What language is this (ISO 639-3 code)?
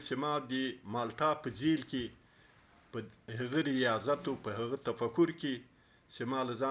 pus